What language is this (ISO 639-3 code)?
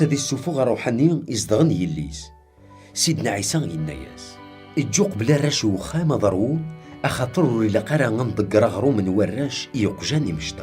kab